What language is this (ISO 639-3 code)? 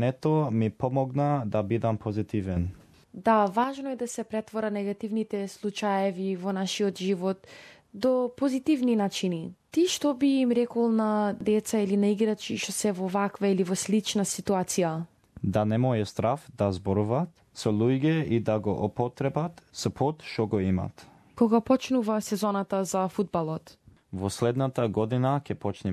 mkd